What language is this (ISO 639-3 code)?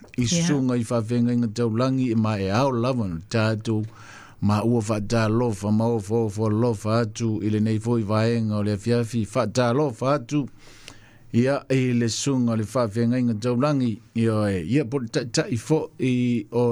smo